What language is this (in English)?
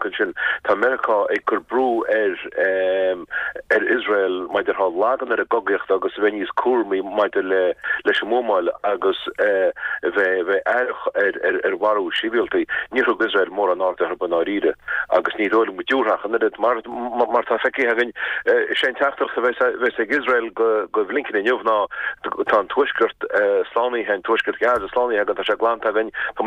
Irish